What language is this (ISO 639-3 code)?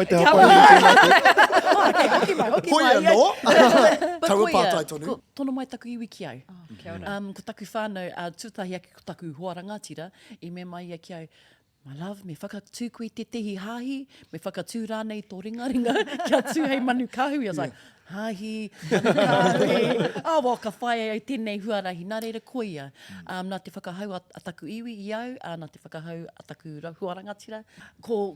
mri